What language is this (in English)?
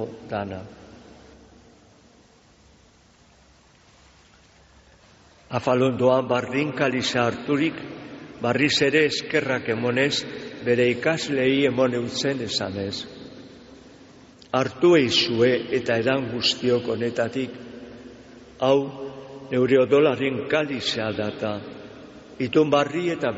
Basque